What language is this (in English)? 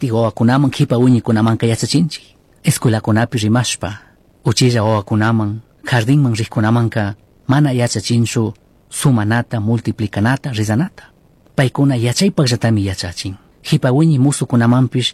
Chimborazo Highland Quichua